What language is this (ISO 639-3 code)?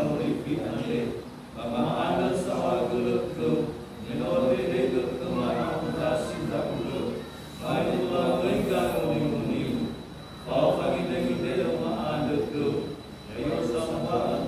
nia